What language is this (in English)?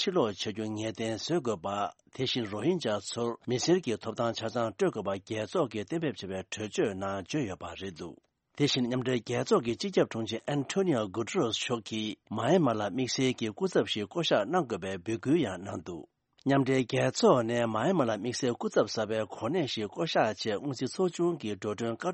Tibetan